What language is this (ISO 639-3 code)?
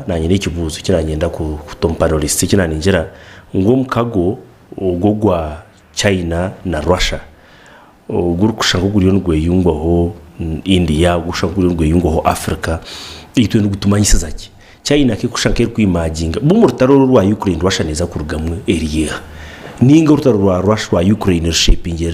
nyn